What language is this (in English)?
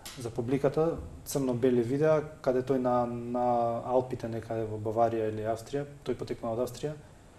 Macedonian